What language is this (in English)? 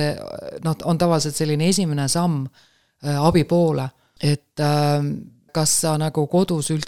Estonian